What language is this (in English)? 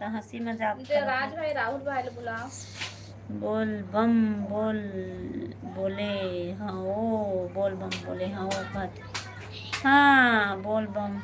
Chhattisgarhi